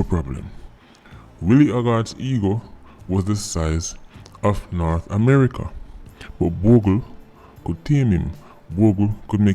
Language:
Jamaican Creole English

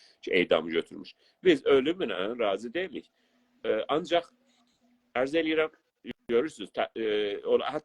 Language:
South Azerbaijani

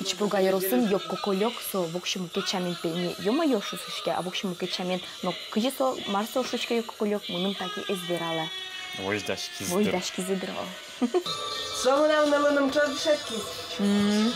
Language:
Udmurt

